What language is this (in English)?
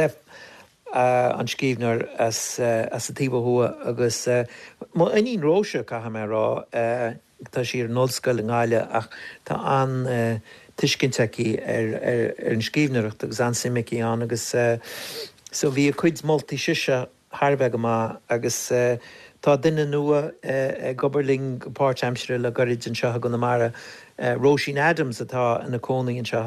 Irish